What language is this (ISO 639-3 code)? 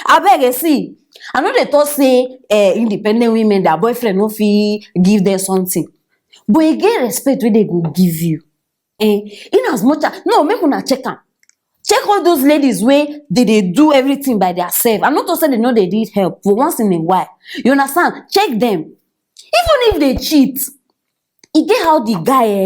pcm